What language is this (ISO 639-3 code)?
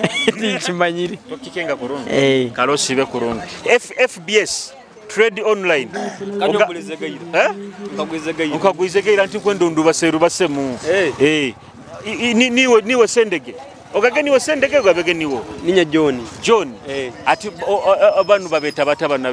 nyo